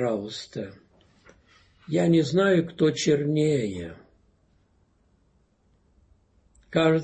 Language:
Russian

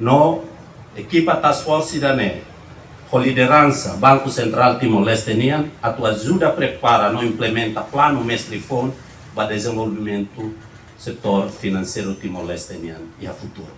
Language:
Tetum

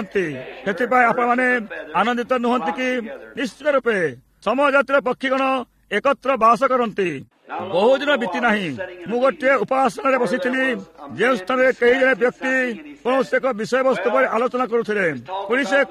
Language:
Odia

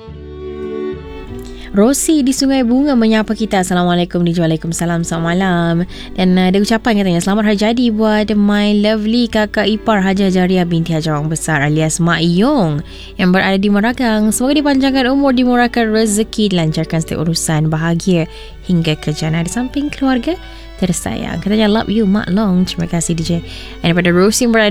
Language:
Malay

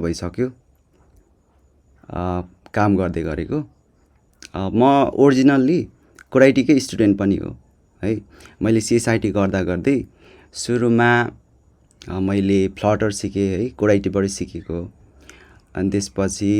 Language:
Nepali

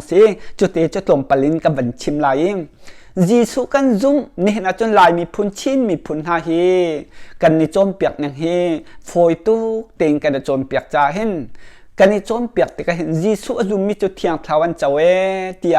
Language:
Hakha Chin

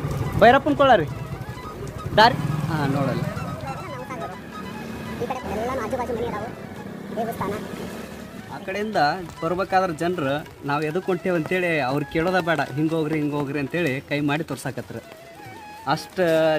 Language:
Kannada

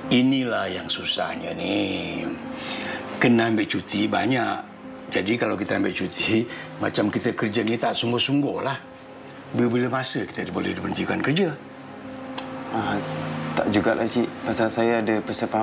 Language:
Malay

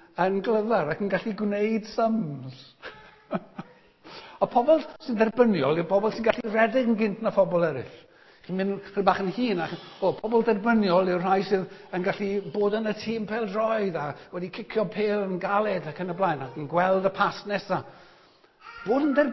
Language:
Welsh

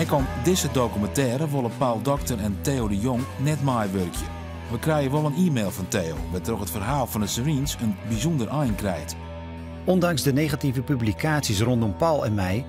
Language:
Western Frisian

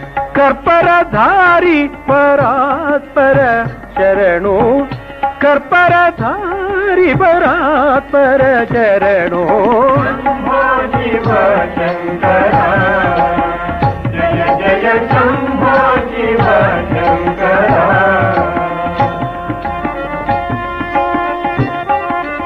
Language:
Kannada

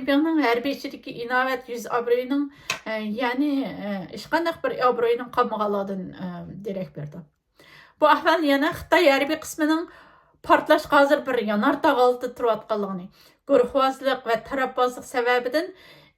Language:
Uyghur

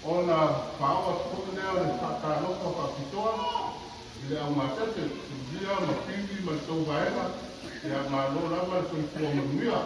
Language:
Samoan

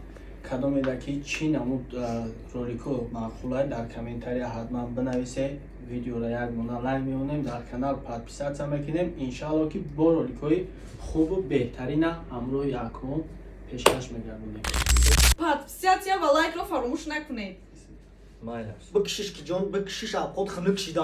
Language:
Tajik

